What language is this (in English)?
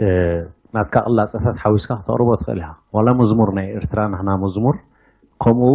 Tigrinya